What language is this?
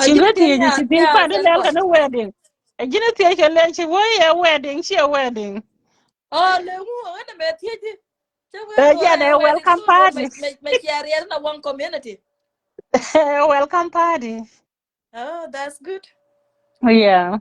Nuer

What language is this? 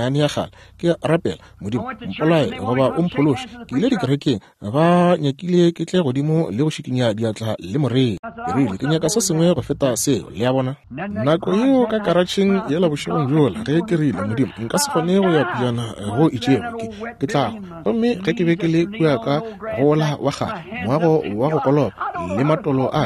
Northern Sotho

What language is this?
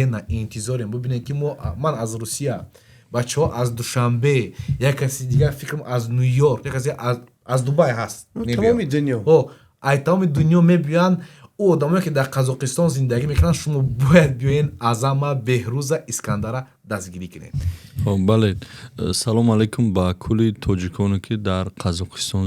Tajik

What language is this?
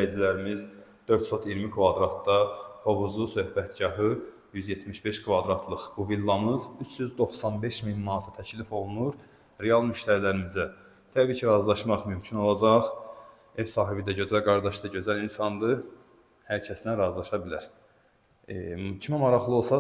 Azerbaijani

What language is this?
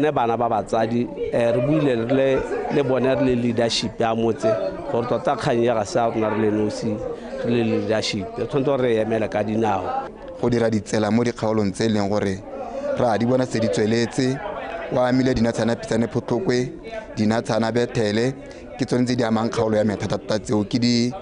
Tswana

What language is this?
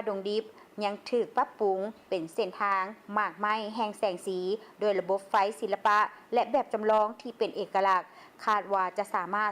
Lao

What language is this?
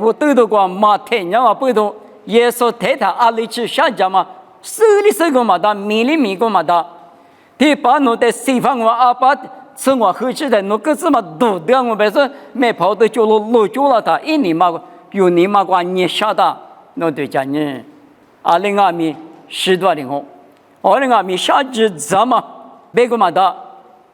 Lisu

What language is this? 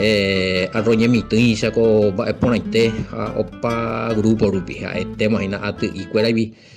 Guarani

